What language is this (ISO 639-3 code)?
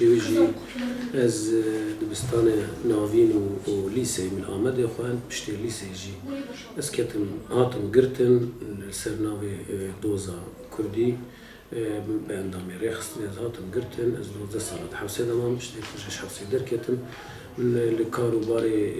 kur